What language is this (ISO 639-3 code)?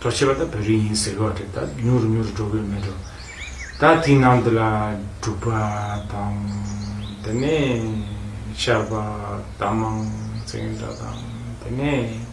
bod